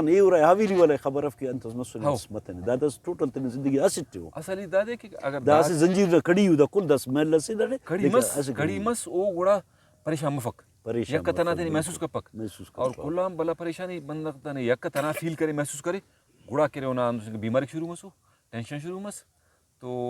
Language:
Brahui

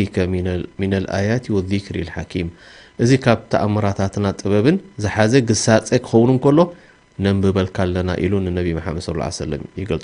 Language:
Tigrinya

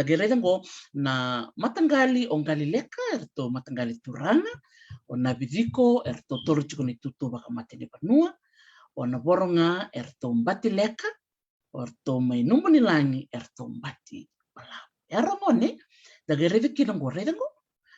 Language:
Fijian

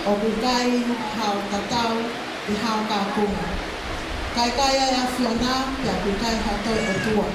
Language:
Tongan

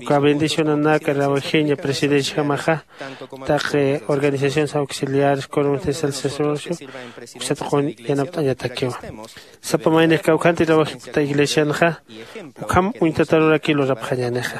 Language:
Aymara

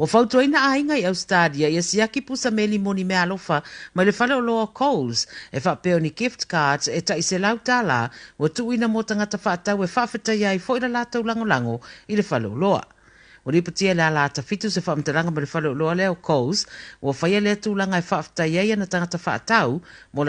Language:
Samoan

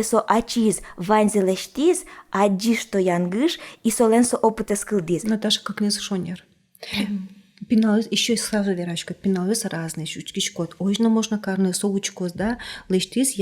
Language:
Udmurt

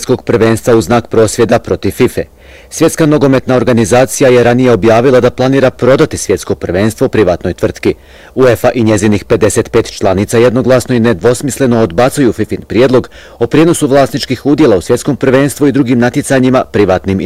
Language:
Bosnian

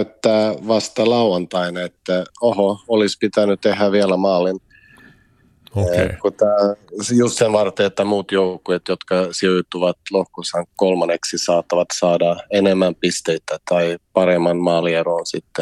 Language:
Finnish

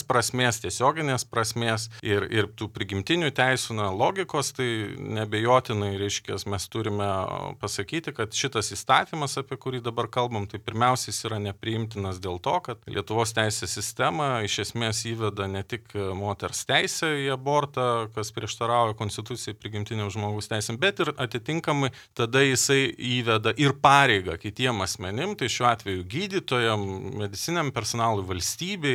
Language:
Lithuanian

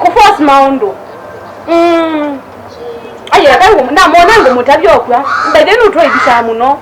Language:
Kamba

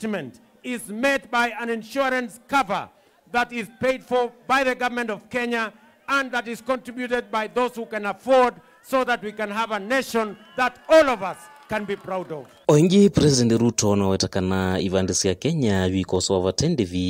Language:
Kamba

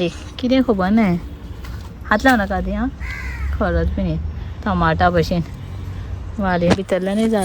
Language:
Konkani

